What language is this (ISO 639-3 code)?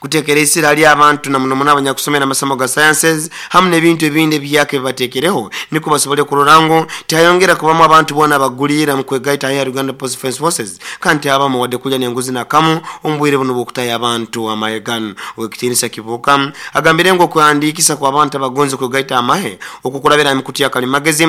nyo